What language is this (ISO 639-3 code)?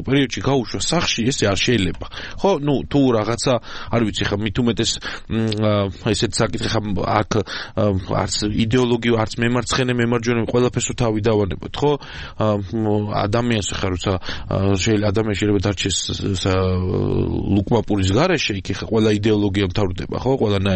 kat